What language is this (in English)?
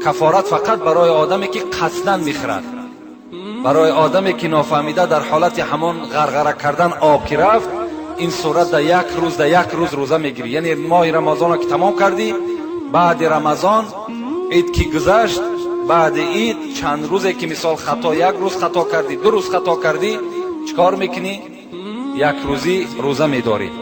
Tajik